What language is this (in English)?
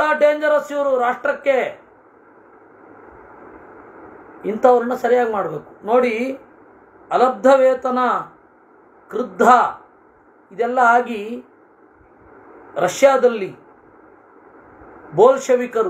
Kannada